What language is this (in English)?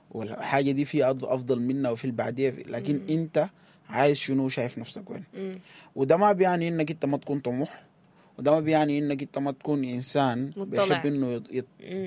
Sudanese Arabic